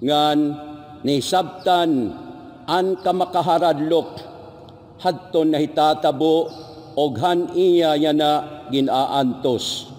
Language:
Waray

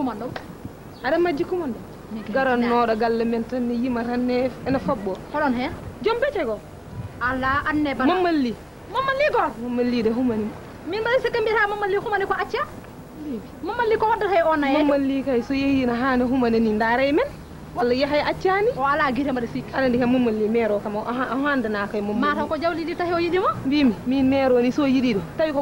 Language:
Fula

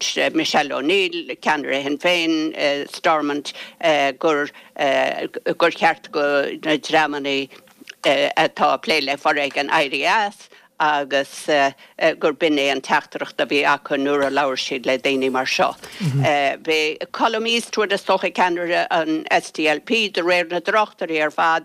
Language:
Irish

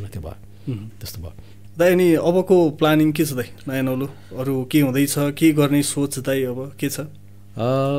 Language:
Nepali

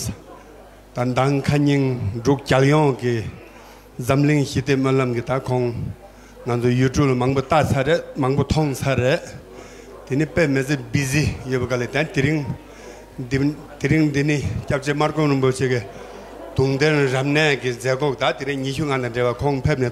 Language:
Tibetan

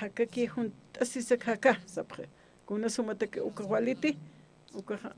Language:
Aymara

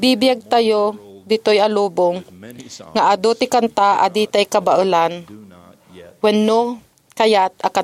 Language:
Iloko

